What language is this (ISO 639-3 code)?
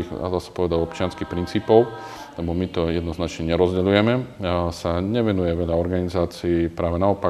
slk